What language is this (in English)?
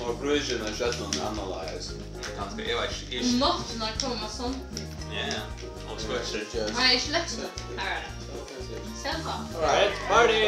Faroese